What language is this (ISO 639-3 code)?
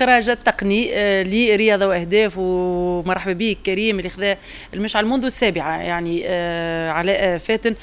aeb